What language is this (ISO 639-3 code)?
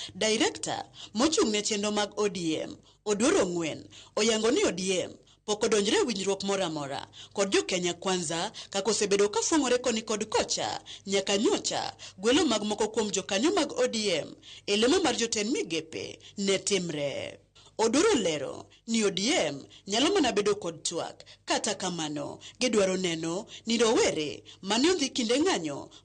luo